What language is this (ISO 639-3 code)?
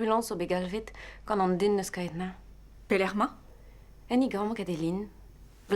bre